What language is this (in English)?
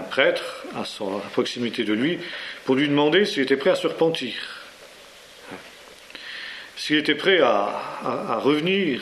French